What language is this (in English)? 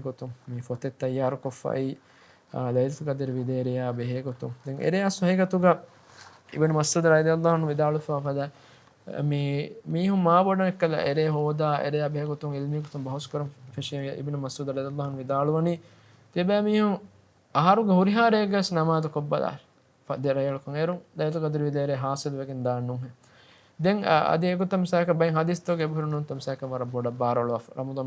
Divehi